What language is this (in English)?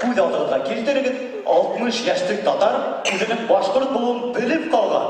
Bashkir